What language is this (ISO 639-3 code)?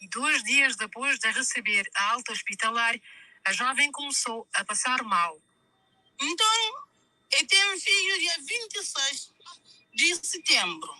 kea